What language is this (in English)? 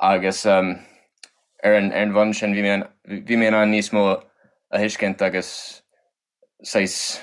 Irish